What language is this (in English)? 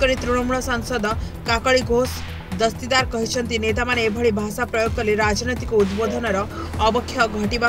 Odia